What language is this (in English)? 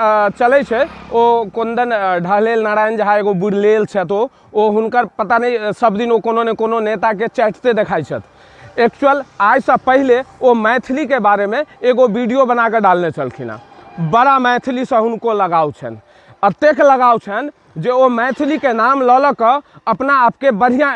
Maithili